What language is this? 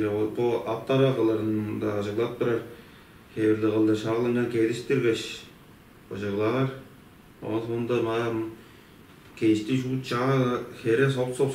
Tuvinian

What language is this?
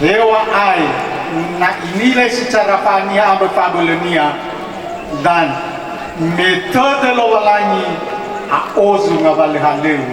Nias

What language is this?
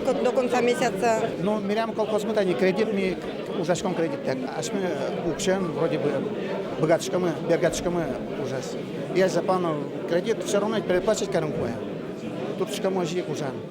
Udmurt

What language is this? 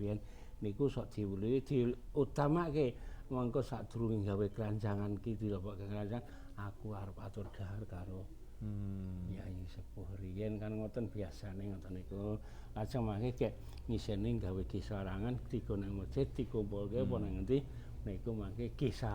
Javanese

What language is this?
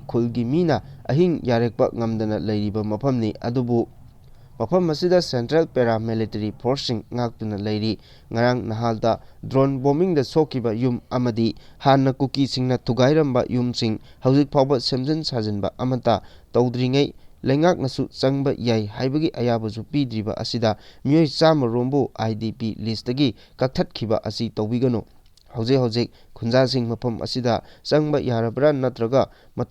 Manipuri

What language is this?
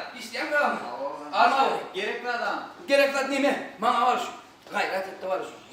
Turkmen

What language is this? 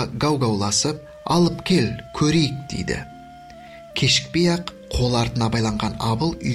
Kazakh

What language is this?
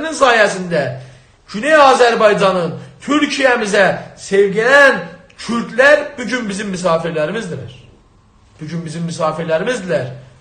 South Azerbaijani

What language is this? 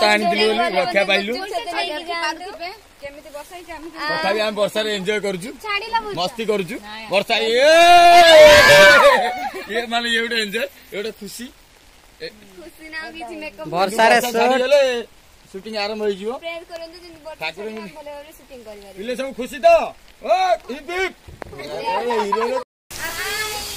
Odia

